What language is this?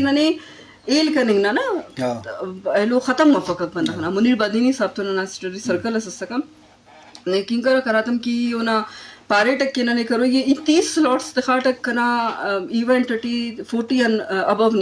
Eastern Balochi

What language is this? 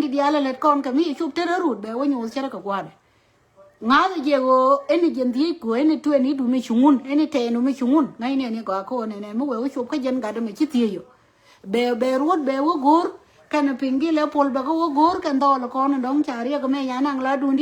Nuer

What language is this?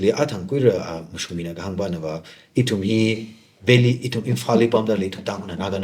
Tangkhul Naga (India)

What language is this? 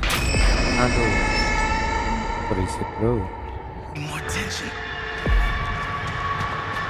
Indonesian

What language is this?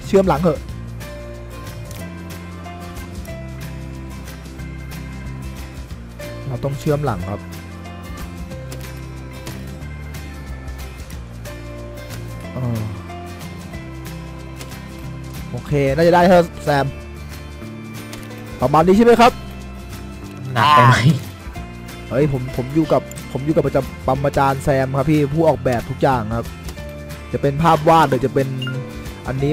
Thai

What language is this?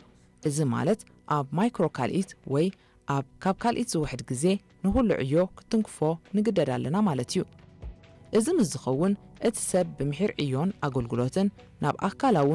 Tigrinya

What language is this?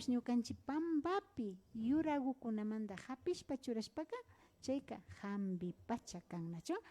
Imbabura Highland Quichua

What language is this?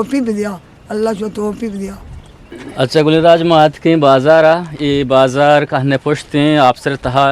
Eastern Balochi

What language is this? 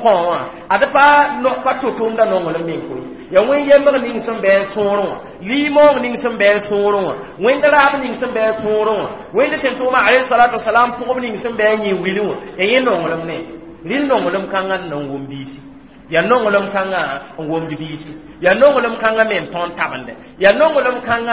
Mossi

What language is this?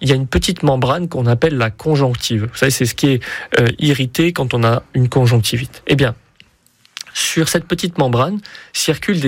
French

